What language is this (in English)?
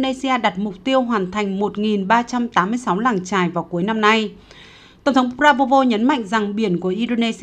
Vietnamese